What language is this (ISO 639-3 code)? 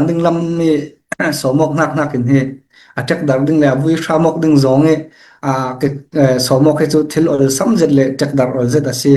cfm